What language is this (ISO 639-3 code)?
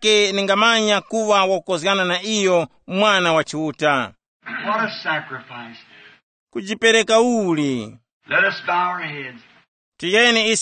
tum